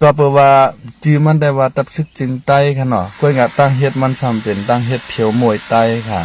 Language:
Shan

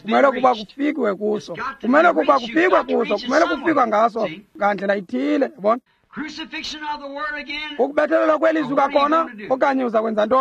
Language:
Xhosa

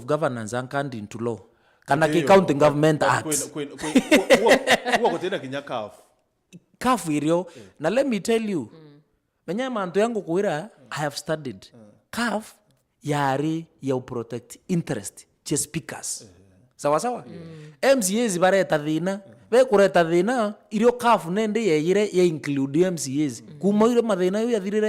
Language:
Meru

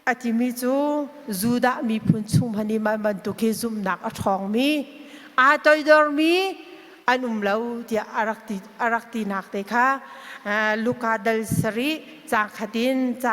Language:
Hakha Chin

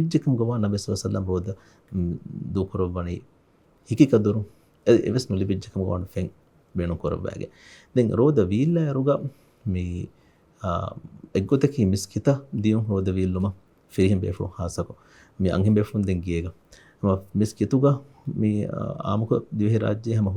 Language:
Divehi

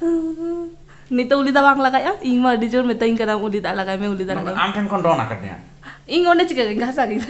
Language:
Santali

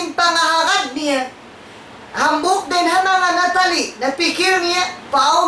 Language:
Tausug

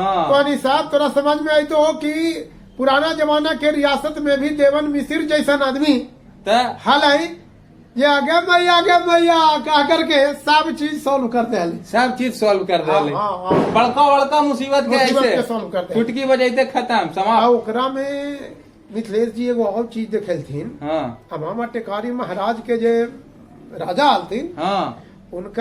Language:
Magahi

